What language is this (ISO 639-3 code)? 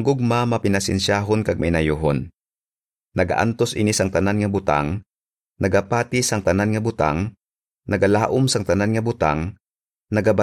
hil